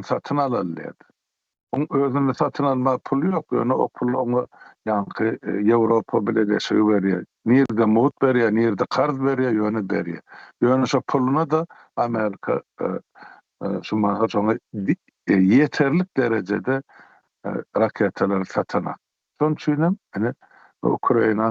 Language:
Turkmen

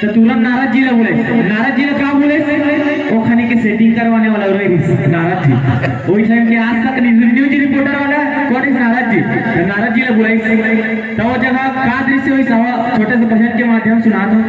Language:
Chhattisgarhi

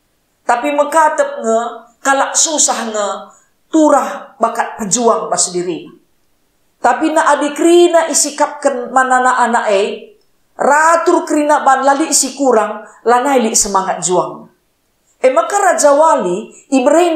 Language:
Batak Karo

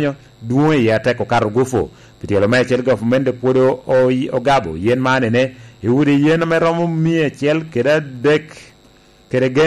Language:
Lango (Uganda)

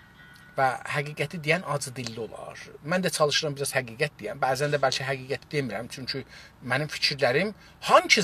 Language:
South Azerbaijani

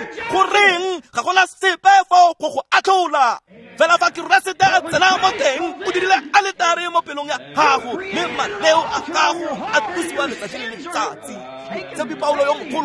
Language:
Tswana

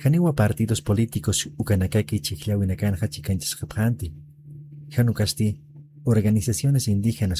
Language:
Aymara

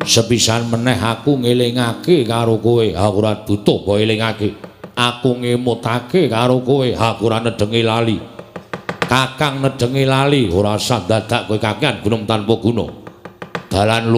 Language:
Javanese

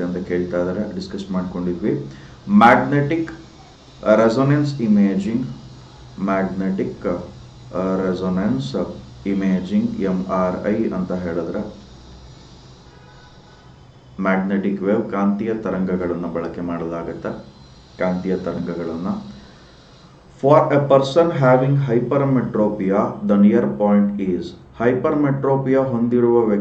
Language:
Kannada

